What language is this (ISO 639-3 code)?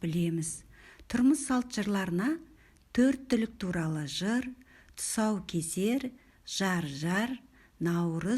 kaz